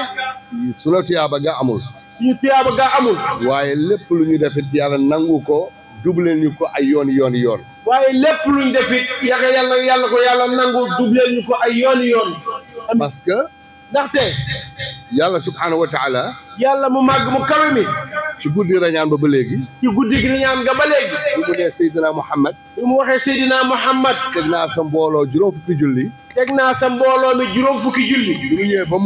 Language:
Wolof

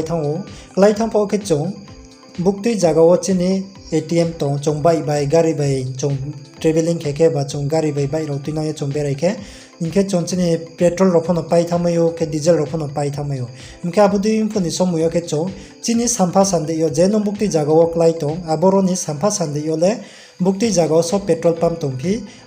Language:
Riang (India)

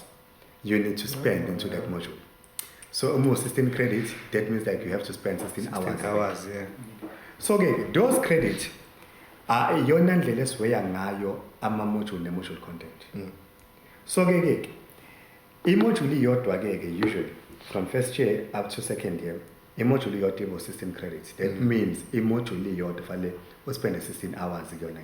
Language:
Zulu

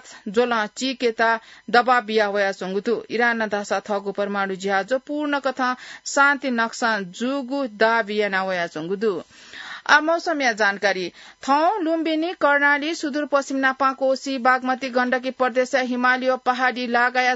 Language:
Newari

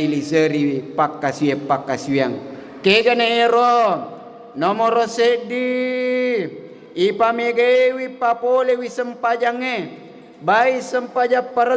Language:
Buginese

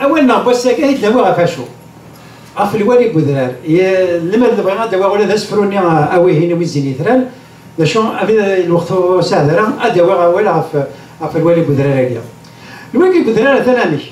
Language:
Kabyle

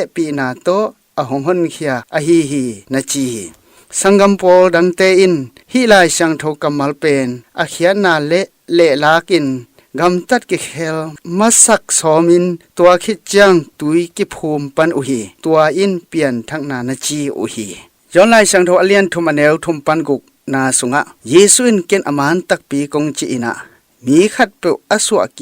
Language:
Tedim Chin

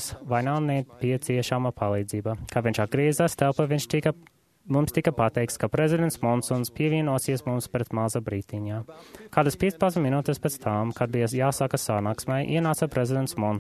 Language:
Latvian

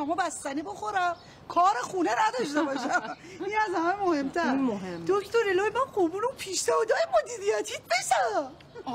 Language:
Persian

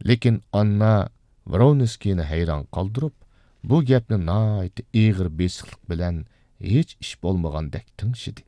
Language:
Uyghur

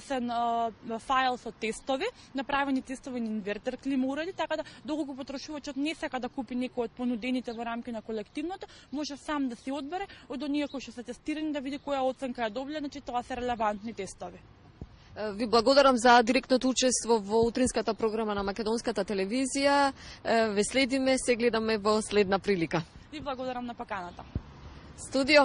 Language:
Macedonian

